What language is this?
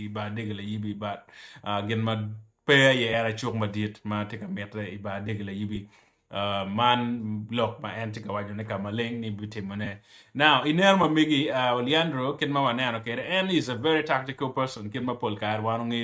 Acoli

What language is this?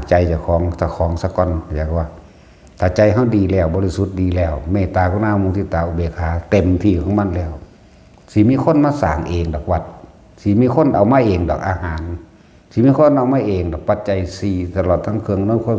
Northeastern Thai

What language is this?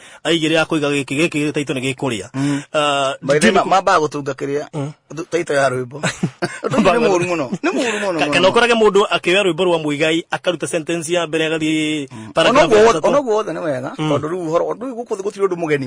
Kikuyu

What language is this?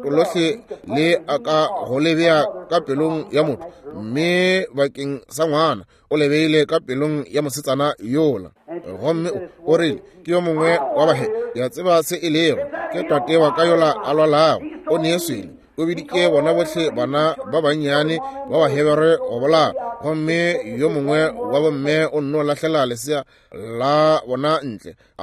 Northern Sotho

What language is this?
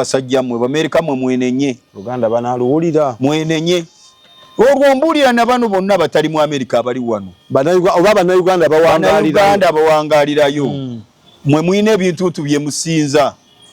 Ganda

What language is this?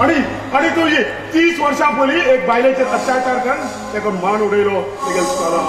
Konkani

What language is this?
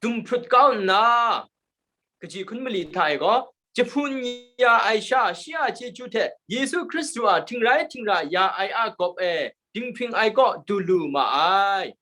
Kachin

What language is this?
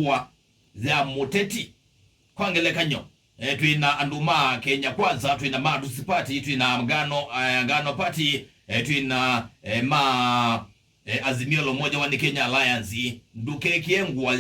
Kamba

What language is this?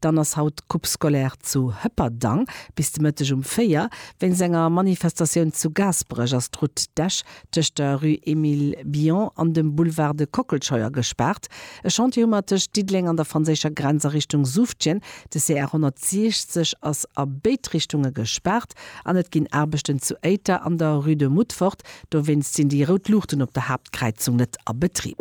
Luxembourgish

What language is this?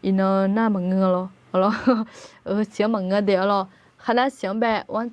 Akha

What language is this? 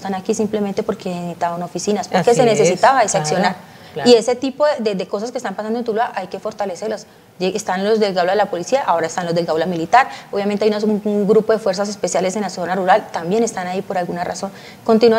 Spanish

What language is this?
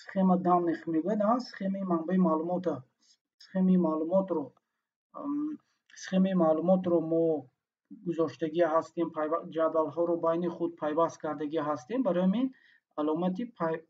Tajik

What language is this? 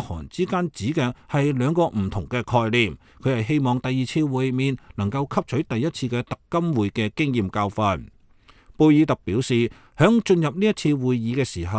Cantonese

